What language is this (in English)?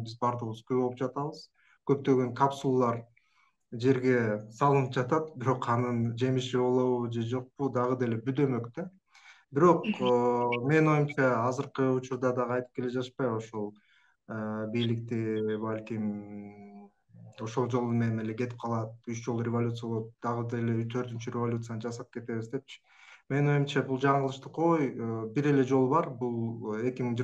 Kyrgyz